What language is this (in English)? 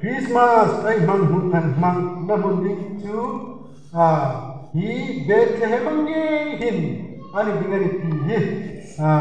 Hmar